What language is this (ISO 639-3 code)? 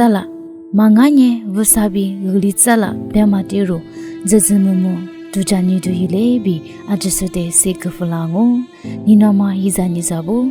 lis